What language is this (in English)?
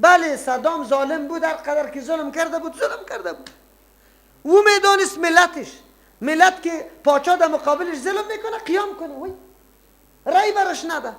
Persian